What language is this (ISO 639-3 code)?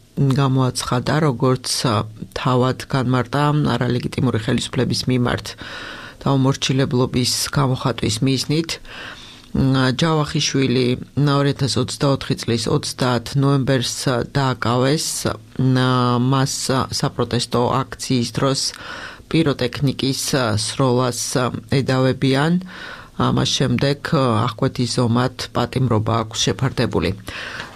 kat